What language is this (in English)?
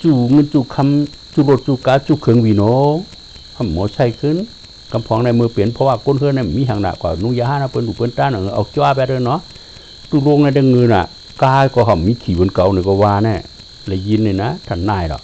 Shan